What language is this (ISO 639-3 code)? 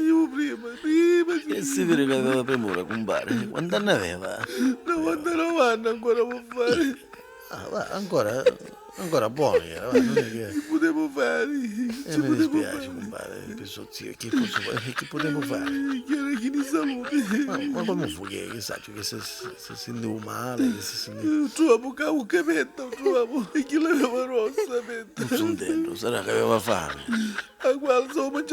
nap